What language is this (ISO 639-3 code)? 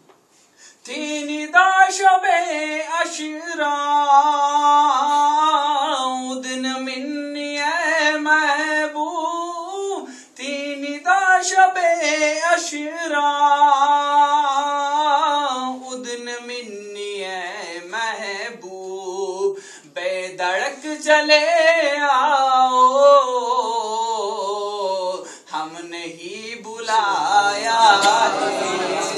urd